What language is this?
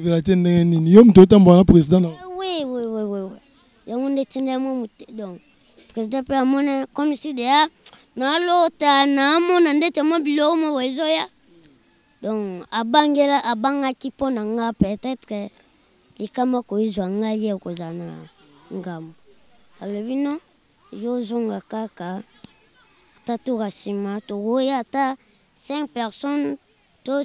Lingala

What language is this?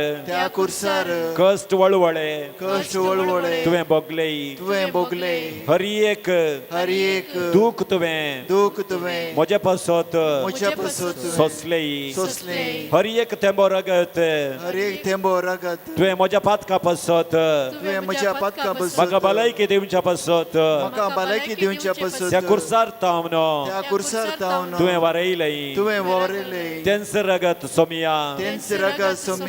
Konkani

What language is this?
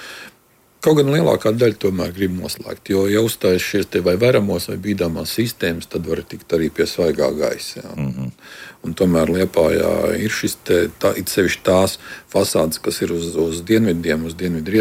Latvian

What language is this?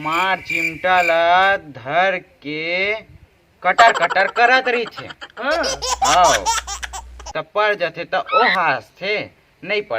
Chhattisgarhi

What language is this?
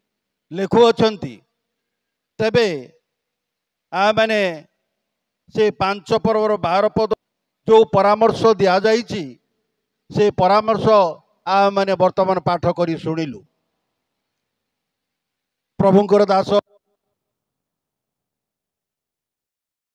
Odia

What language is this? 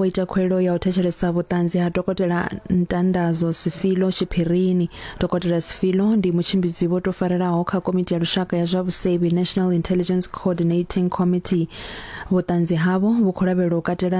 Venda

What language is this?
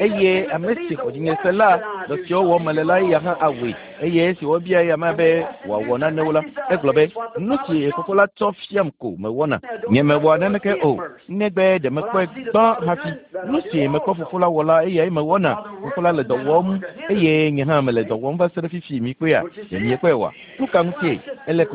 Ewe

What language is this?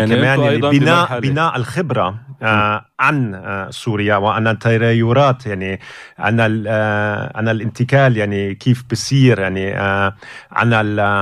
North Levantine Arabic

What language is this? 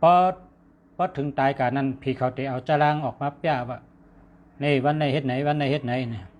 Shan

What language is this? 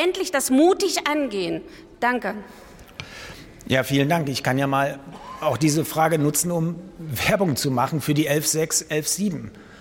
German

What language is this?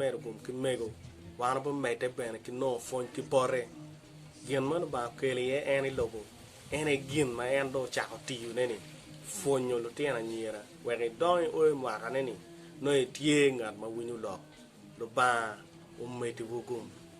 Acoli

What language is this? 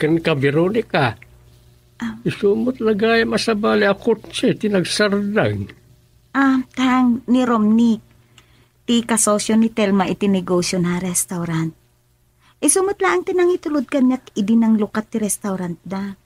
Iloko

